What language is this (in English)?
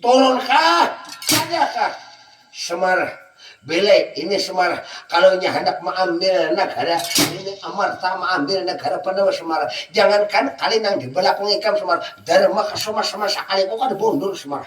Banjar